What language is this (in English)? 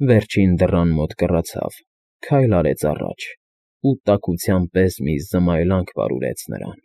Armenian